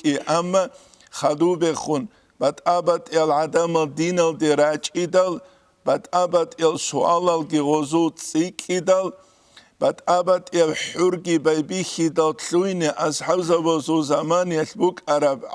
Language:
Avaric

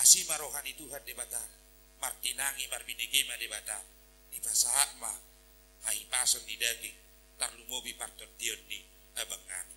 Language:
Batak Toba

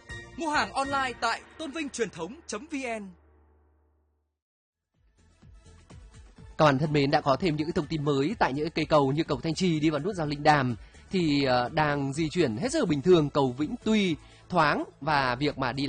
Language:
Vietnamese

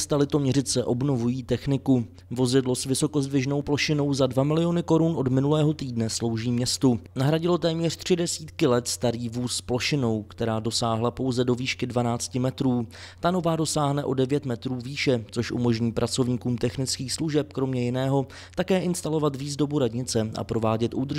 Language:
Czech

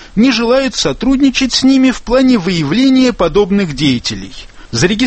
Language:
Russian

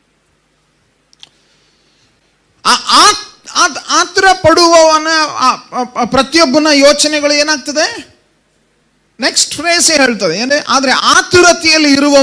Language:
Kannada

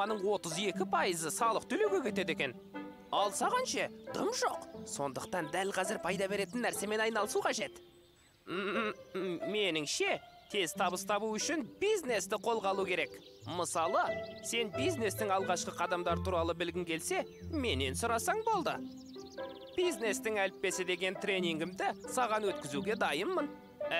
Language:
Kazakh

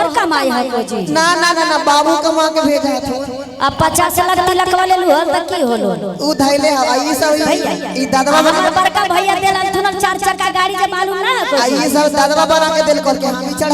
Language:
Magahi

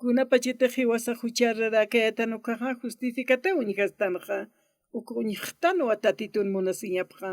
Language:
Aymara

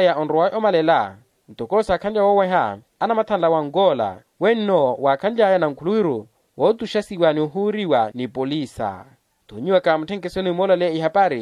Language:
Makhuwa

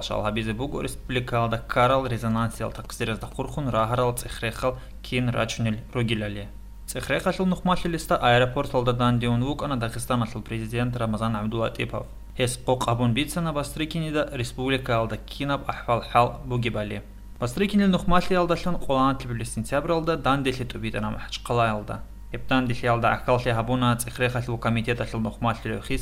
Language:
Avaric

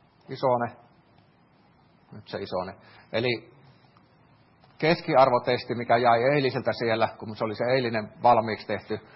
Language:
Finnish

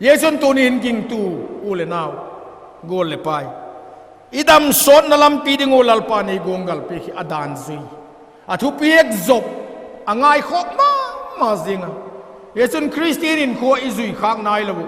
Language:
Vaiphei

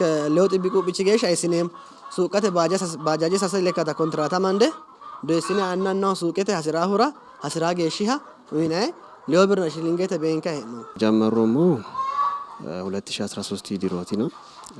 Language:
Sidamo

